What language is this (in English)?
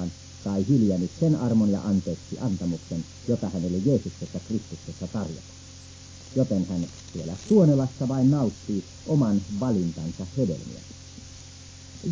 Finnish